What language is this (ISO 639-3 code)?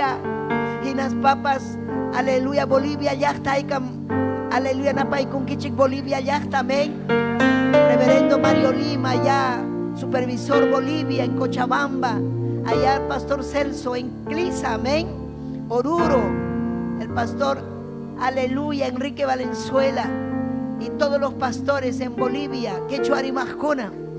quy